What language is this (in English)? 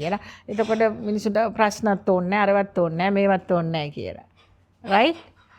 Sinhala